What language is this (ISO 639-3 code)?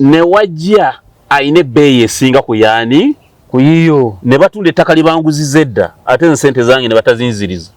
lug